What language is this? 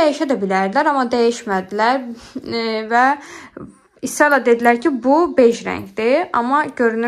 Azerbaijani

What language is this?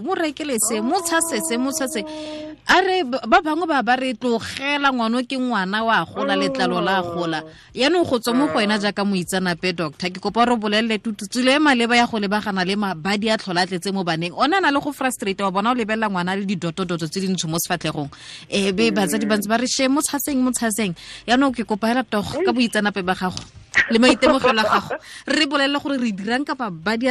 Tswana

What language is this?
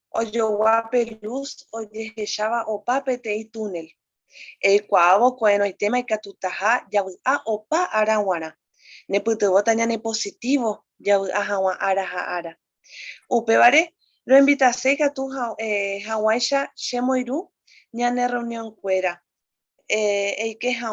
Guarani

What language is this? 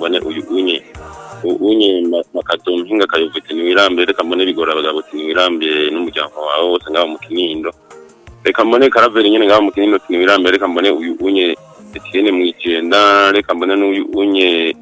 Rundi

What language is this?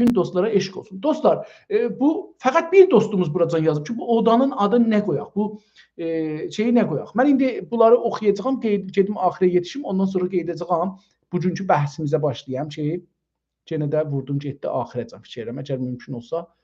South Azerbaijani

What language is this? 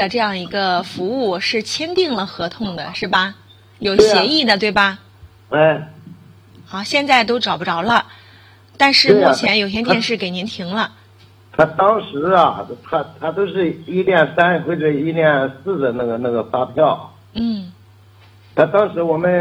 Chinese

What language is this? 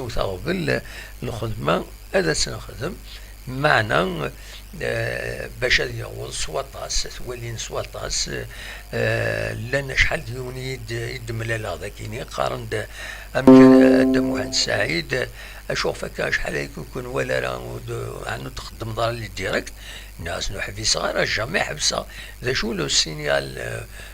Kabyle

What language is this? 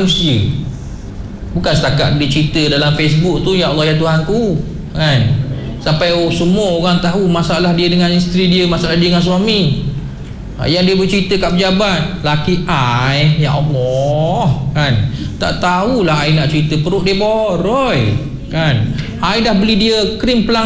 Malay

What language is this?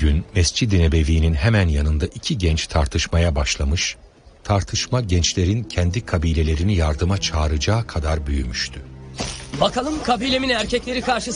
Turkish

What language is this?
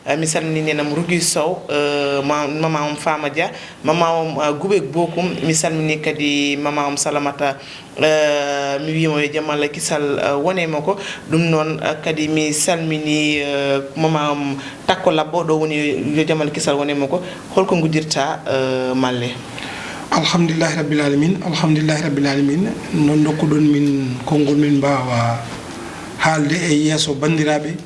Fula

